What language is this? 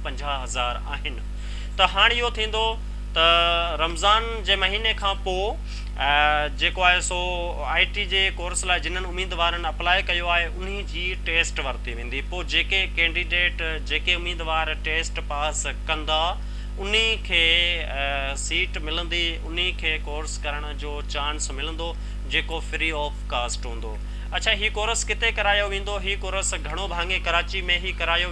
Sindhi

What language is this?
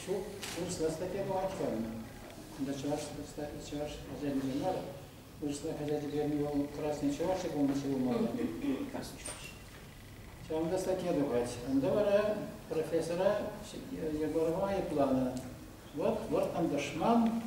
Chuvash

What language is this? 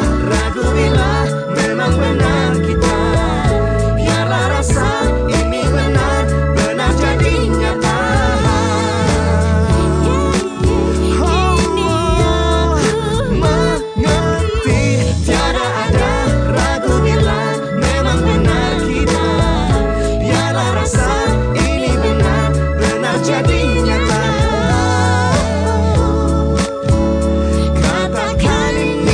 Indonesian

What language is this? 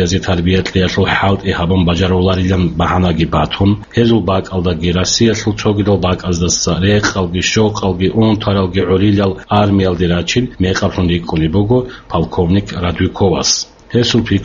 Avaric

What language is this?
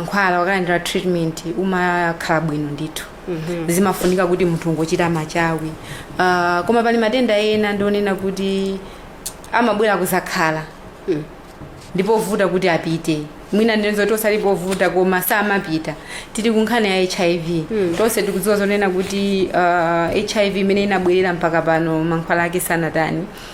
Nyanja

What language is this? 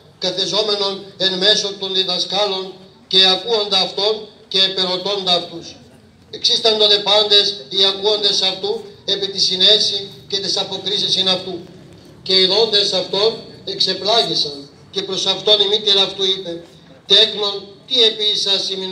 Greek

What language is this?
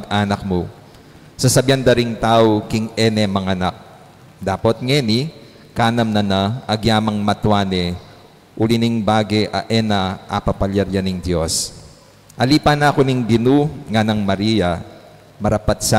Pampanga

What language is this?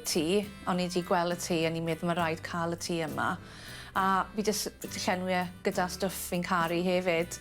Welsh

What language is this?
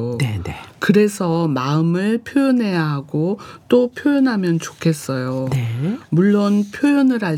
Korean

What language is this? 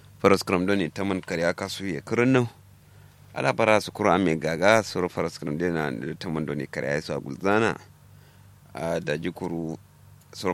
Kanuri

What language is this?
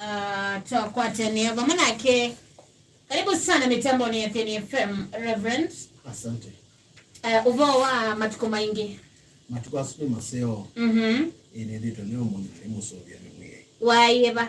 Kamba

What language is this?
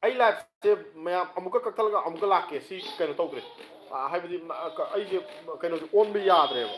Manipuri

